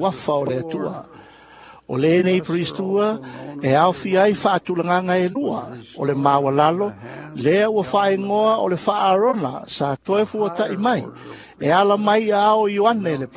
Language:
Samoan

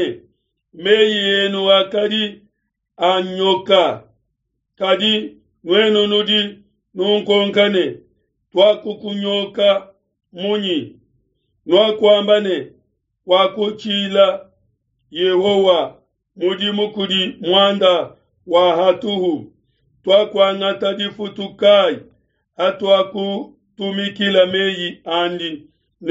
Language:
Luba-Lulua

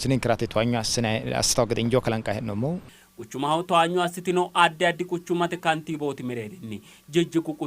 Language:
Sidamo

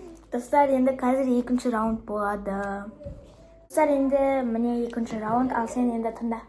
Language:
Kazakh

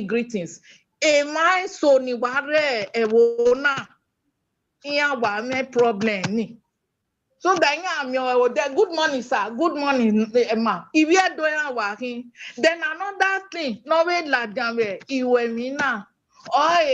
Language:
Bini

